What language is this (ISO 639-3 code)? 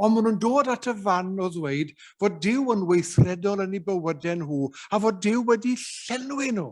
cym